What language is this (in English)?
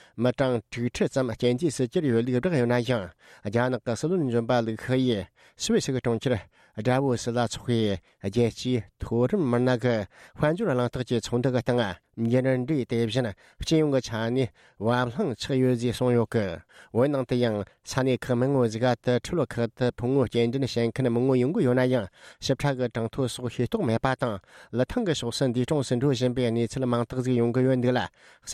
Tibetan